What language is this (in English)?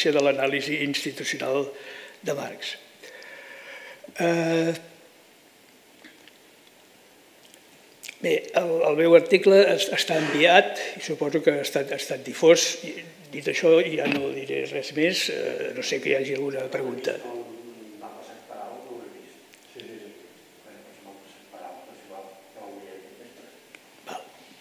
Catalan